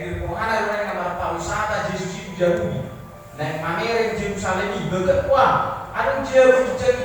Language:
Batak Toba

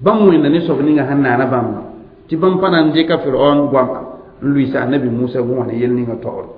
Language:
Mossi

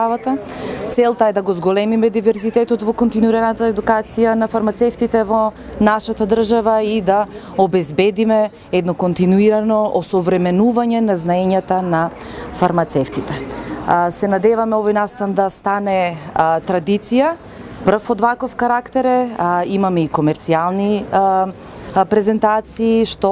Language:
Macedonian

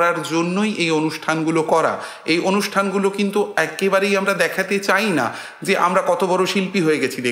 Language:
Bangla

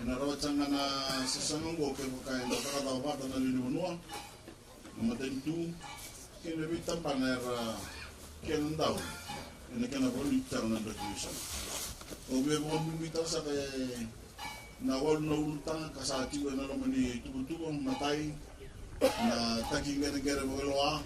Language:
Fijian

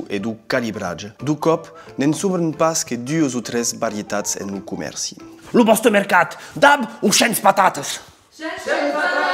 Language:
Occitan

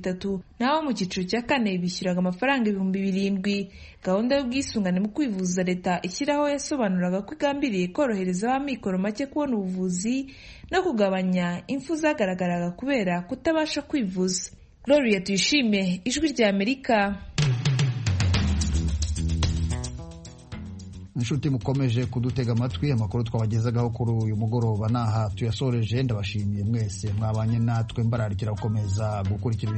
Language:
Kinyarwanda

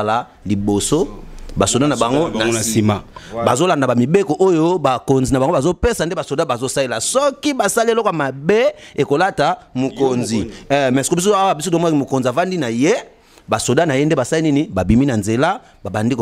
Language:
Lingala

